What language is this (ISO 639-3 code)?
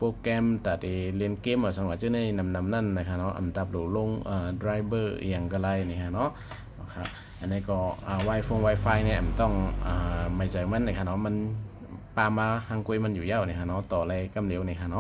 shn